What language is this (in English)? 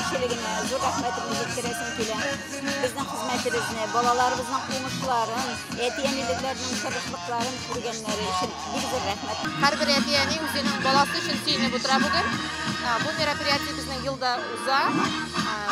Tatar